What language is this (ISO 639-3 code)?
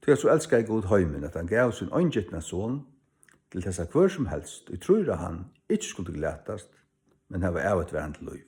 fao